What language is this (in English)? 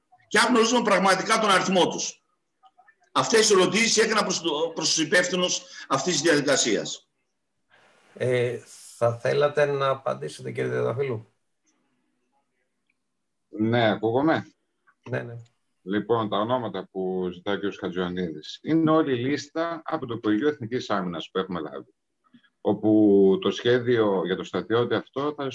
Greek